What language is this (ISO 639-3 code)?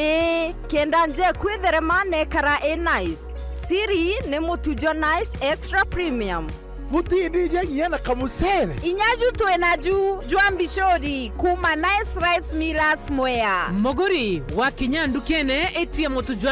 mer